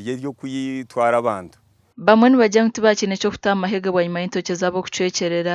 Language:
Nyankole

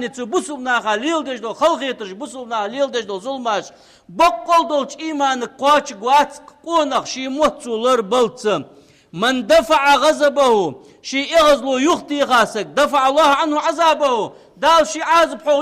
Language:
Ingush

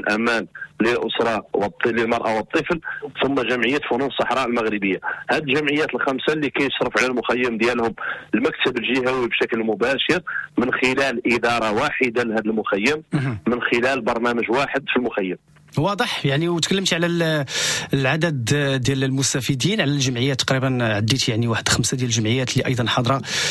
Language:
Moroccan Arabic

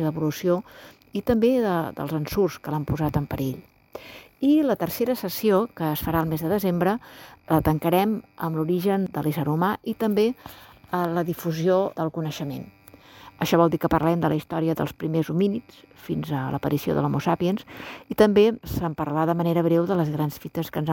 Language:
Catalan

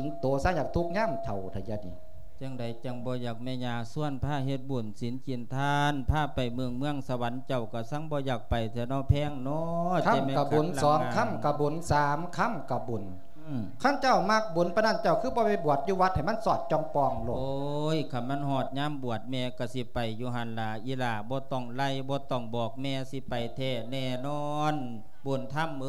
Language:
Lao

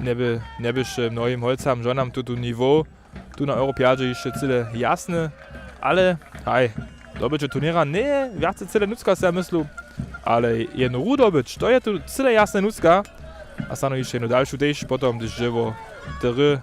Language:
Upper Sorbian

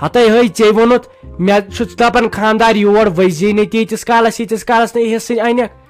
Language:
Kashmiri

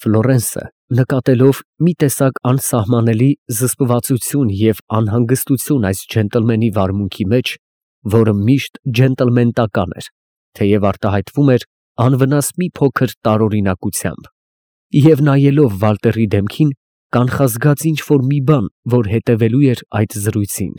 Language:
Armenian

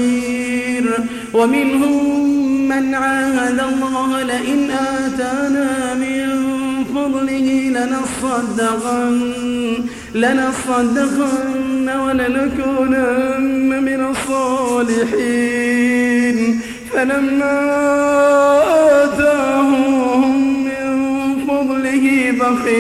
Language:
Arabic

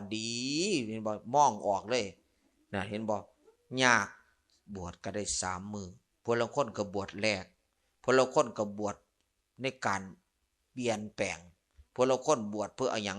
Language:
Lao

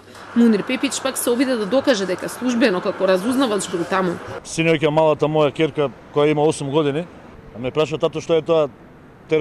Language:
Macedonian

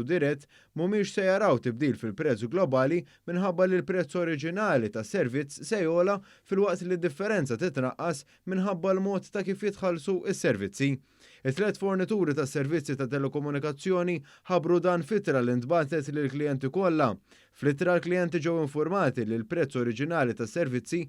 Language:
Maltese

